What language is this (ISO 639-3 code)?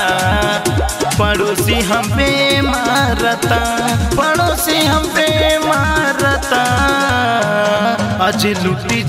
bho